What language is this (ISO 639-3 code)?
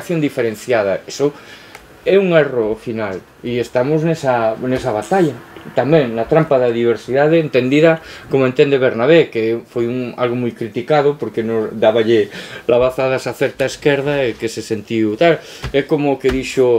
glg